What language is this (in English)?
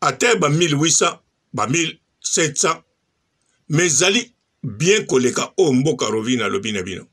Lingala